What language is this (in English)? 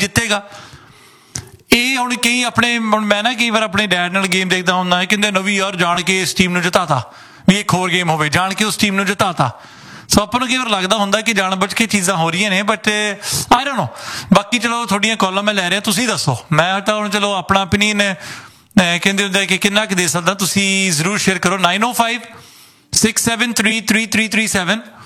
Punjabi